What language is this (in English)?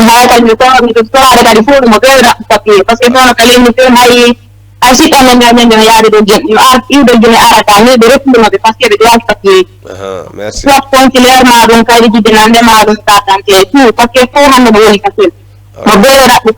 Fula